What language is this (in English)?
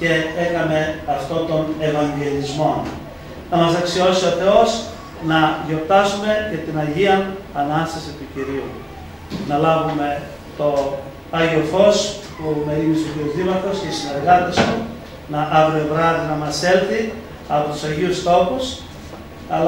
Greek